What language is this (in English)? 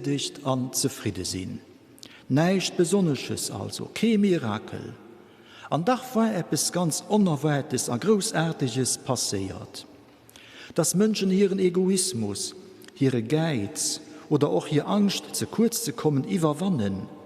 Luxembourgish